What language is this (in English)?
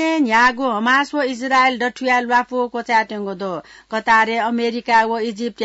Newari